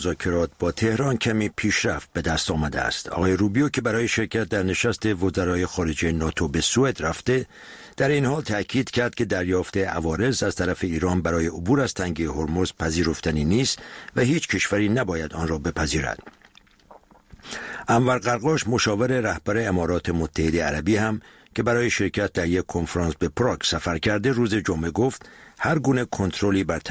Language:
Persian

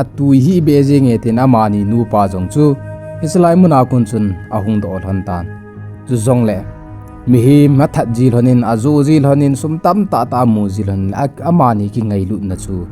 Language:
Thado Chin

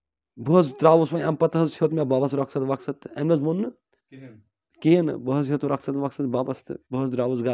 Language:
Kashmiri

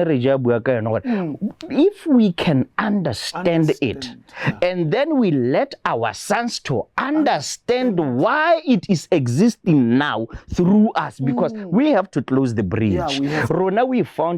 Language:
Tswana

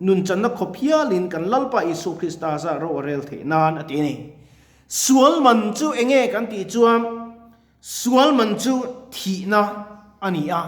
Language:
Mizo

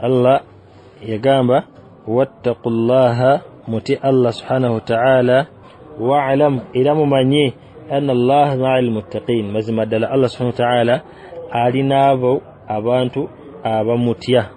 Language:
Ganda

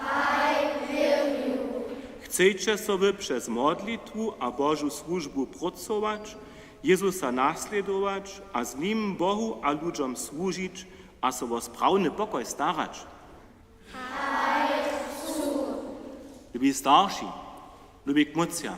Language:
Upper Sorbian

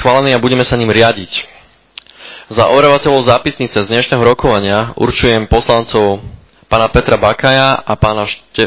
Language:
Slovak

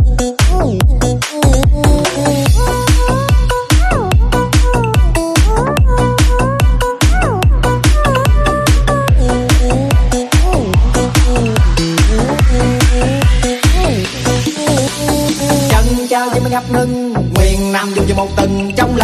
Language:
Vietnamese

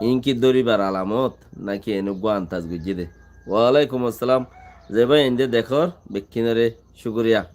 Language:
Rohingya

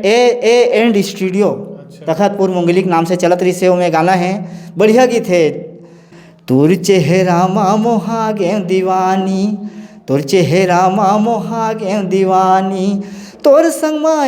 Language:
Chhattisgarhi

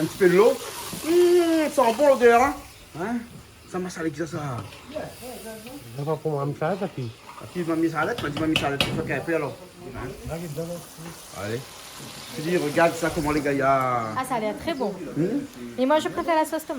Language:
Réunion Creole French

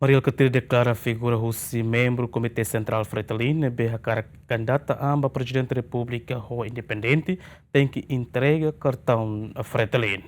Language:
Tetum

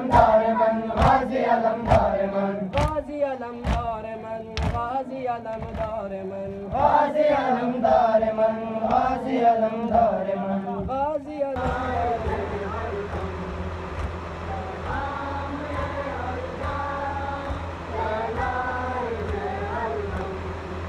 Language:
Urdu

